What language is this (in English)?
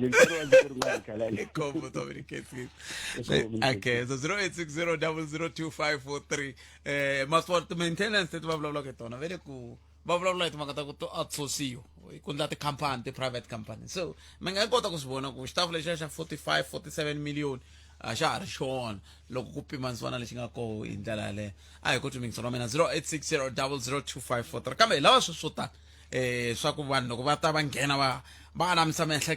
Tsonga